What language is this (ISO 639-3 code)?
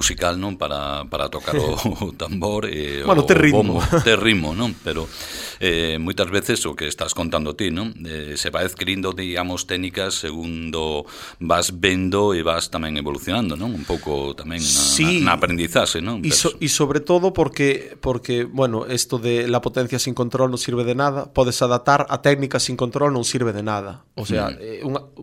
glg